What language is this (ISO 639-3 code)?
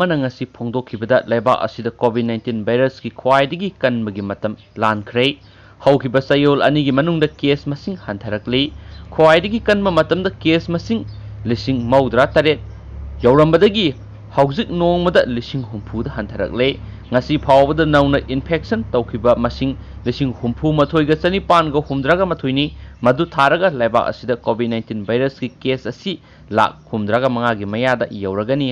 mni